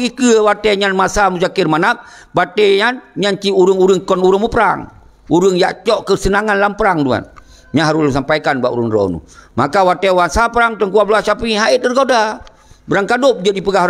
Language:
Achinese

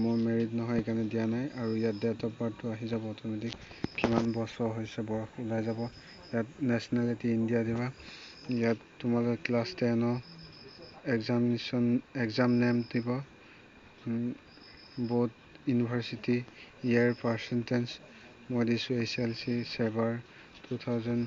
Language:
Assamese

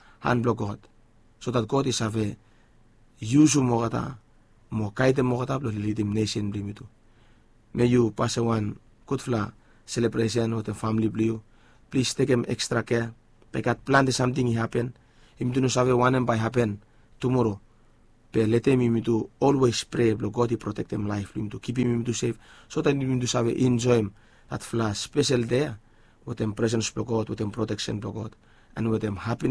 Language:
Bislama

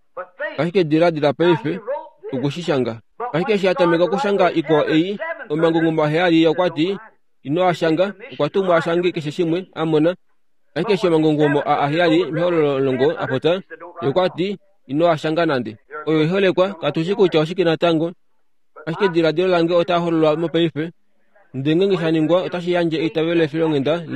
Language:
Kuanyama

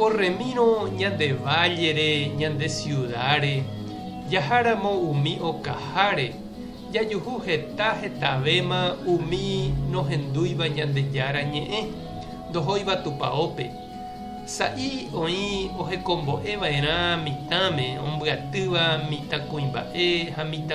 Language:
Guarani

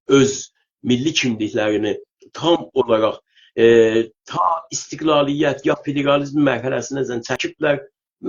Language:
South Azerbaijani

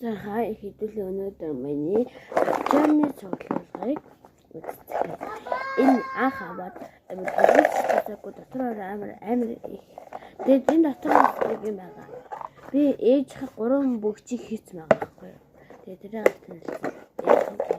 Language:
Mongolian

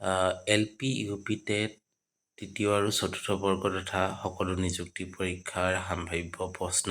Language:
Assamese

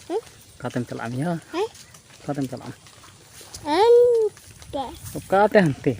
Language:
Santali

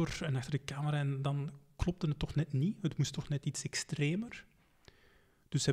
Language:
Dutch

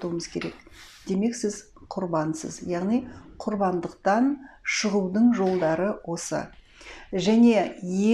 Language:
Kazakh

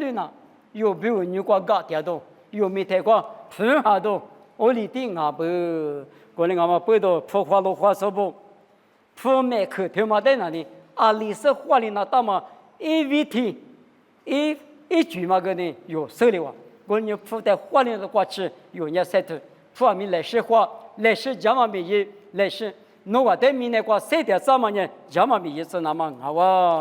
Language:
Lisu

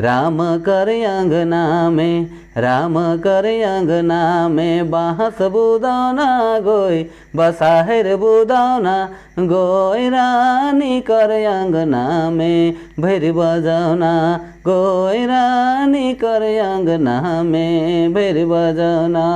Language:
Sadri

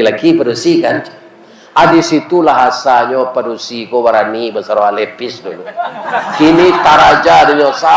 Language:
Minangkabau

